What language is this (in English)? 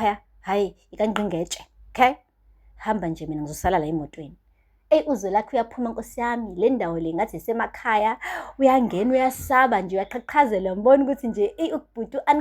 Zulu